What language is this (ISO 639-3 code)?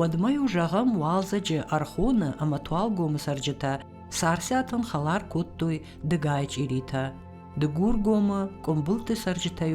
oss